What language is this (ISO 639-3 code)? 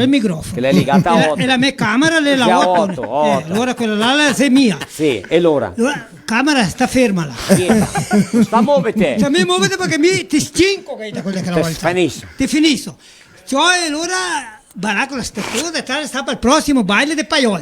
vec